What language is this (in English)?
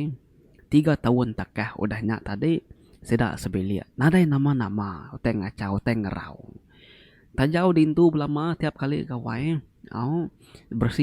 Iban